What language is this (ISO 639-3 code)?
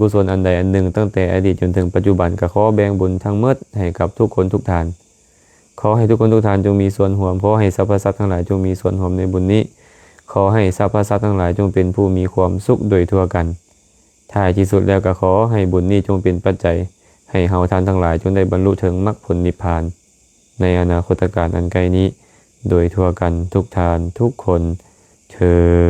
lao